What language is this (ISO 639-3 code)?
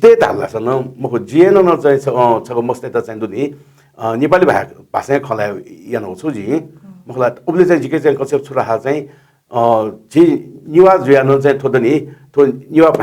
new